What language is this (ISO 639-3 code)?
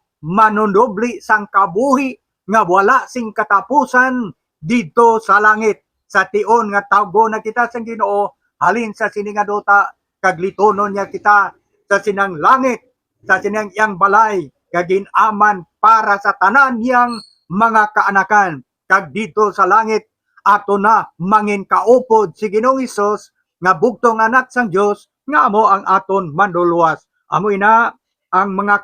hil